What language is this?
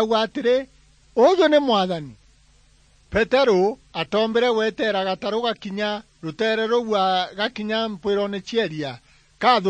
Meru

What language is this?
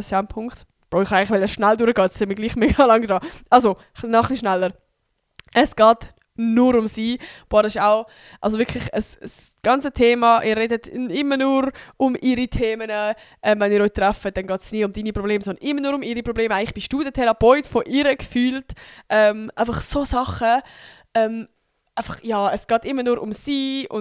Swiss German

